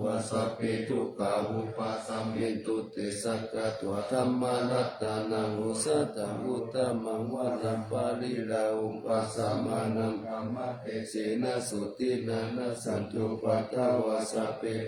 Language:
Pali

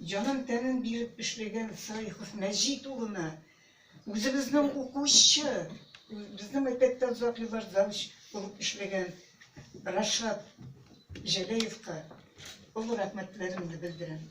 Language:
Tatar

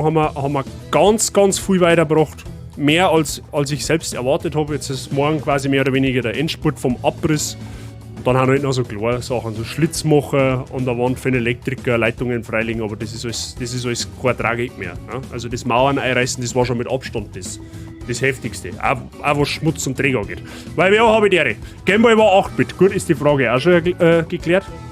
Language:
Bavarian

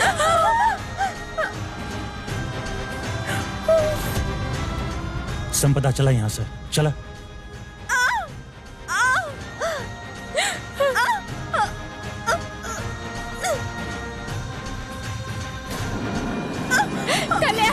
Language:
Bhojpuri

